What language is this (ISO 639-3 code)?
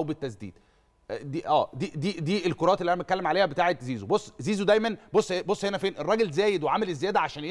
arz